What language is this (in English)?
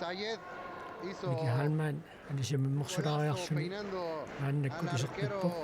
Kalaallisut